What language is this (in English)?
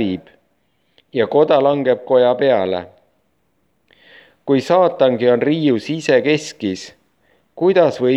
Estonian